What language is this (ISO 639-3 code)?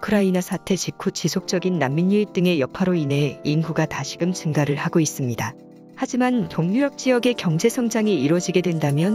kor